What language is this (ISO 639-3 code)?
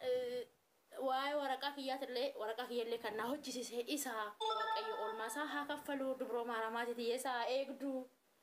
orm